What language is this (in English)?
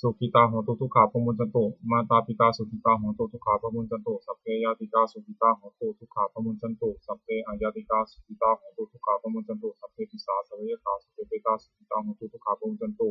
Pali